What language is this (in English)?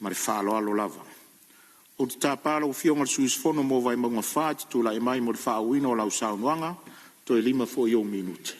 Samoan